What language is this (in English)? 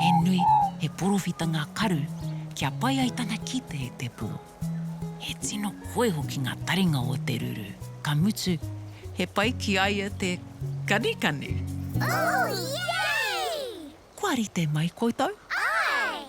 Māori